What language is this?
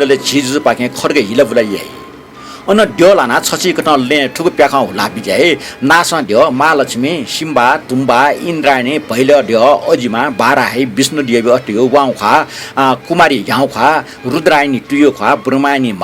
Newari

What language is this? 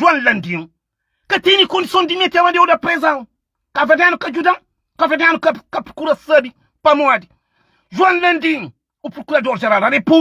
Kabuverdianu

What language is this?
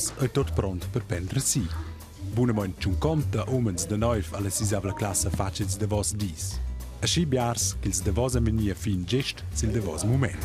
Romansh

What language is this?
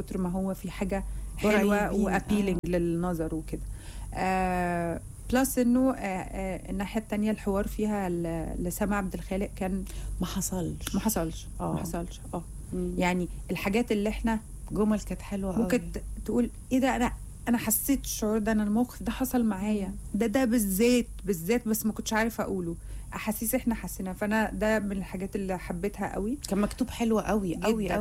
Egyptian Arabic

